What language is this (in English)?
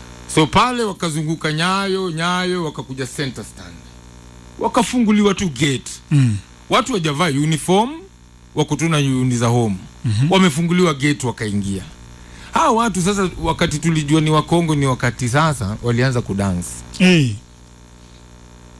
Swahili